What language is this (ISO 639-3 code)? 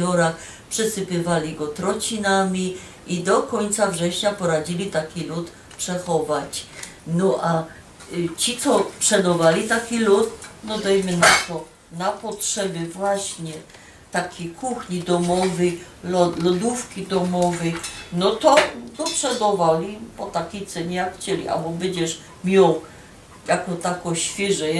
szl